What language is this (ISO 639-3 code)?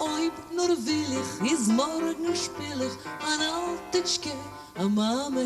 yid